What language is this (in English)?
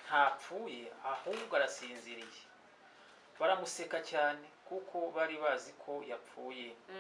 Kinyarwanda